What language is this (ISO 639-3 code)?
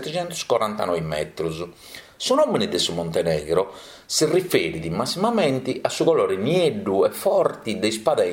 srd